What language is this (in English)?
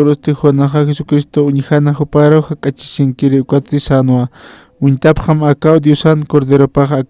Aymara